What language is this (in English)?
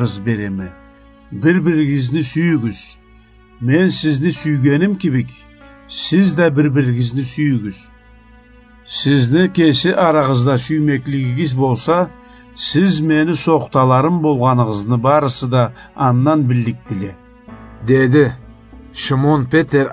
Karachay-Balkar